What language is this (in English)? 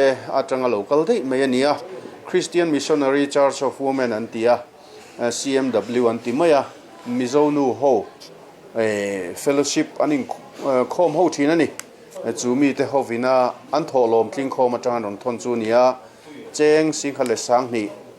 Mizo